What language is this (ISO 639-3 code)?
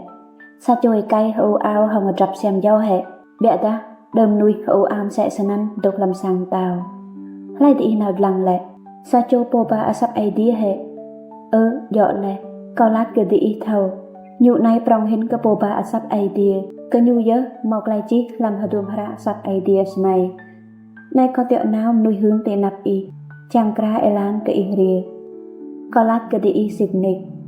rad